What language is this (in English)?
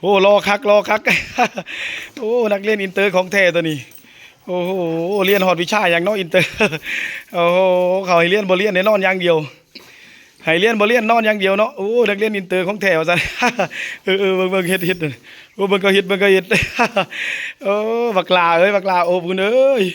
Lao